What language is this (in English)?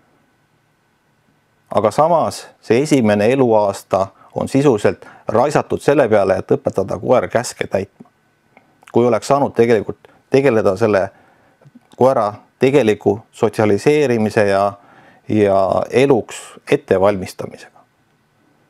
Estonian